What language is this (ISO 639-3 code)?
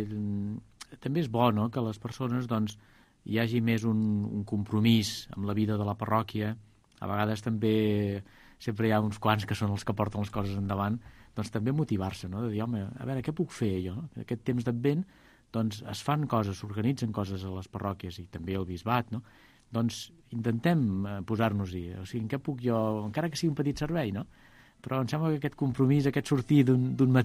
cat